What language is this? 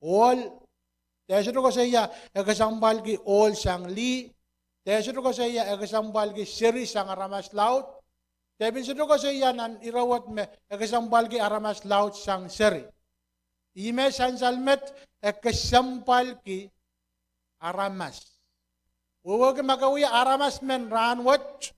Pohnpeian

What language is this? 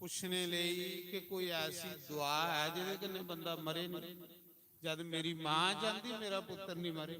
Dogri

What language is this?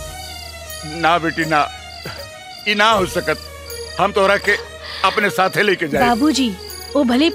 Bhojpuri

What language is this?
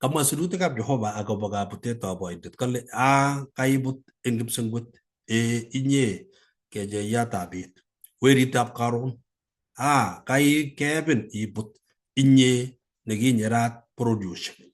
Kalenjin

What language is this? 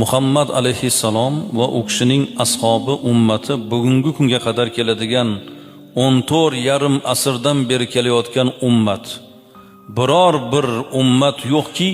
Uzbek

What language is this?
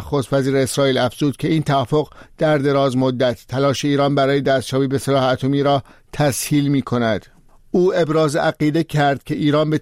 Persian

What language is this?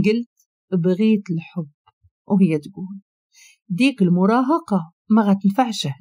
Moroccan Arabic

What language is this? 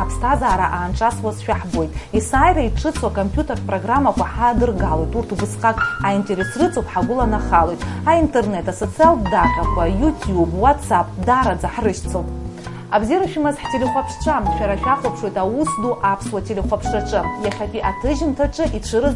Abkhazian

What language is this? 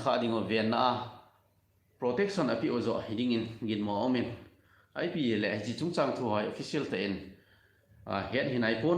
Thado Chin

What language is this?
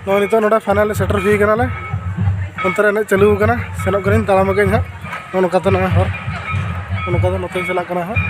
Santali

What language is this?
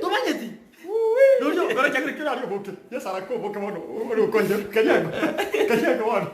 Gusii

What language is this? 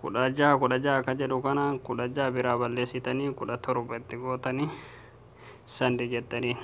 Oromo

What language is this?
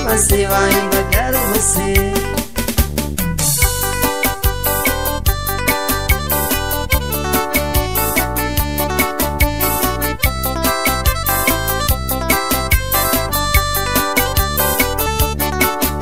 Portuguese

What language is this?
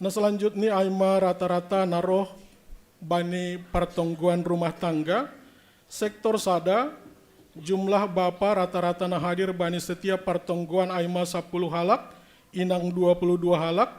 Batak Simalungun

